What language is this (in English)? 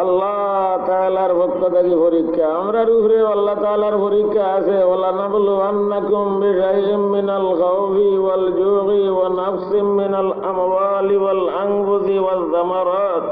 Sylheti